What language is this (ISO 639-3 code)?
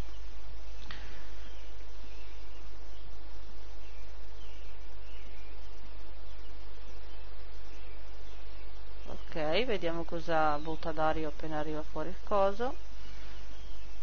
ita